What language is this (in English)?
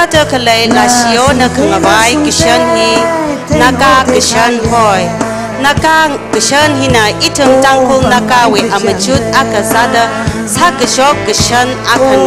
Tangkhul Naga (India)